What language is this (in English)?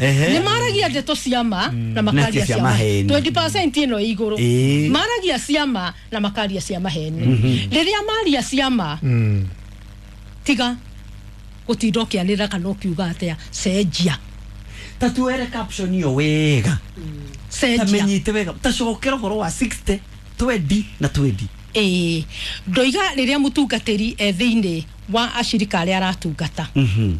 Kikuyu